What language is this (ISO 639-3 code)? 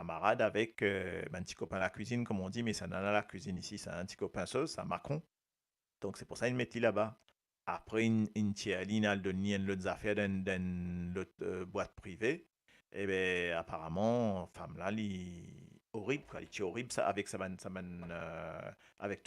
mfe